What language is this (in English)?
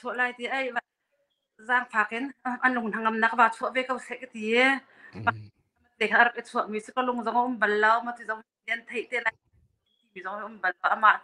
Hakha Chin